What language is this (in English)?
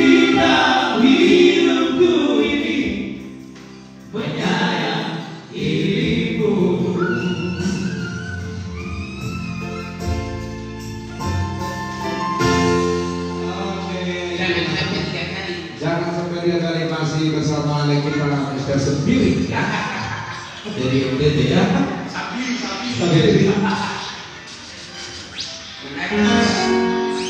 Indonesian